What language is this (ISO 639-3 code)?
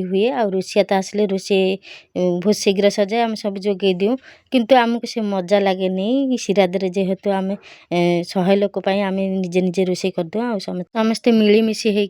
ori